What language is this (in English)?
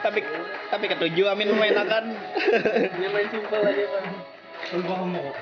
Banjar